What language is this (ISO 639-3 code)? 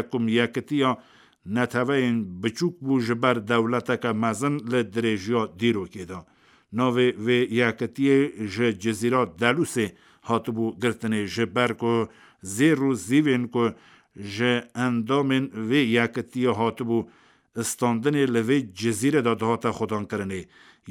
kur